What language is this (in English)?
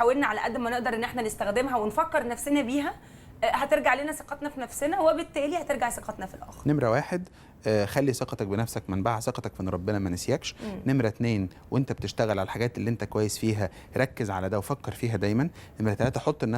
Egyptian Arabic